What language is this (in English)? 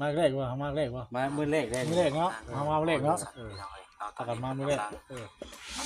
Northeastern Thai